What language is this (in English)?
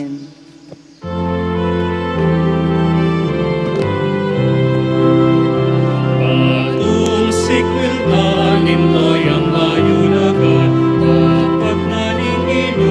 Pampanga